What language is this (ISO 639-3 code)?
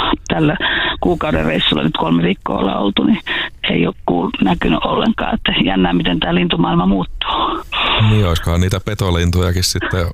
fin